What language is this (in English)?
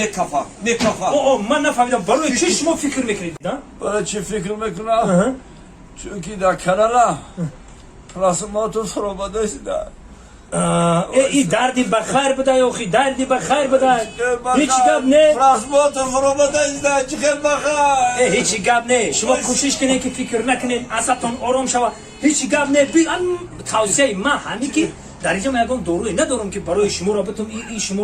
Tajik